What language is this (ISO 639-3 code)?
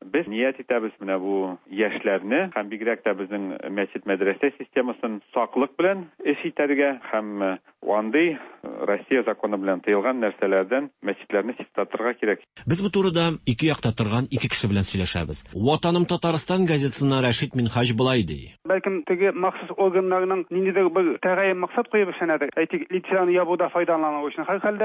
tat